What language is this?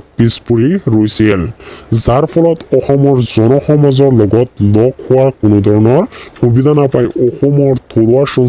Assamese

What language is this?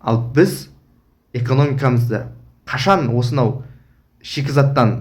Kazakh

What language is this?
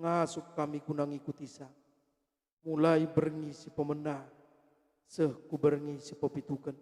Batak Karo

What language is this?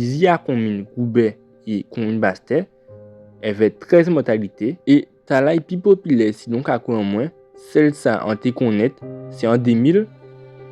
Guadeloupean Creole French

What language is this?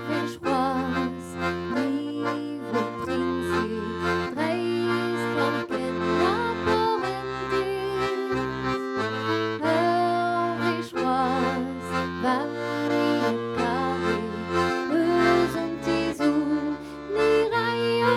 Breton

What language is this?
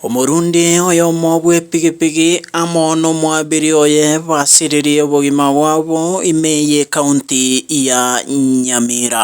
Gusii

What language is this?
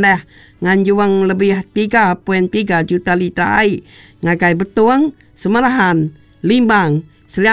Iban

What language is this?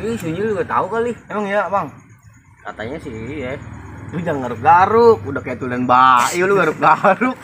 Betawi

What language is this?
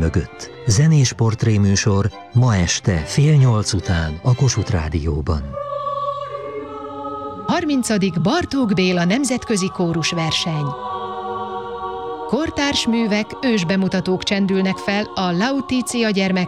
Hungarian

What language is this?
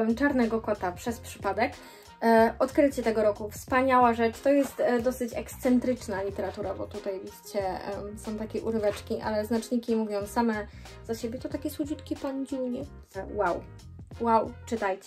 Polish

